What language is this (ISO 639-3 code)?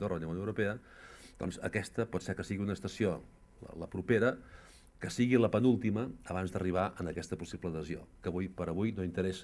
cat